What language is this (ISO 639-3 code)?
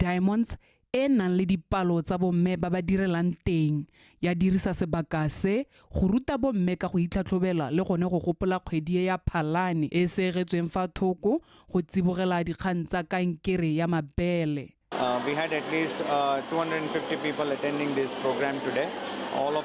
tsn